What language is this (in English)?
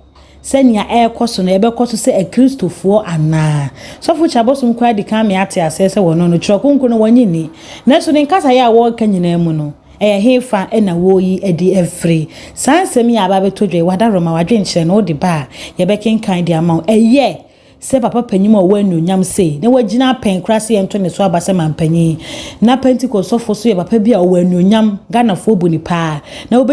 Akan